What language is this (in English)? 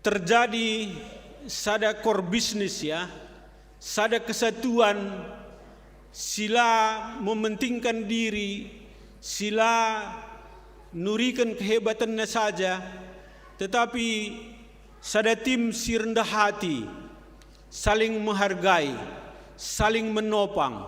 Batak Karo